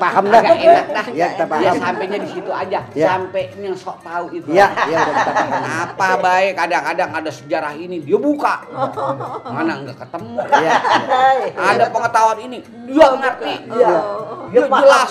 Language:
Betawi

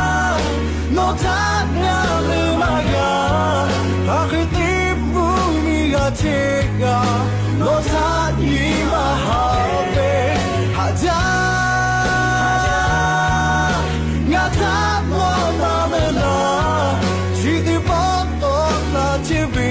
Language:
Thai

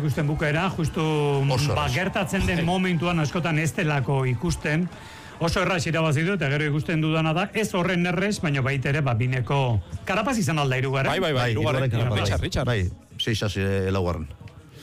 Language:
Basque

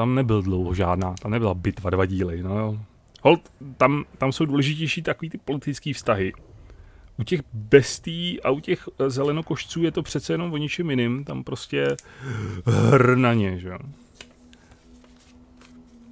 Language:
Czech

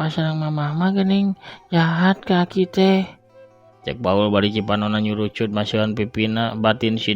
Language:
Sundanese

